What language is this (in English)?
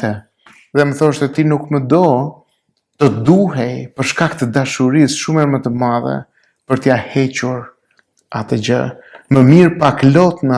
Albanian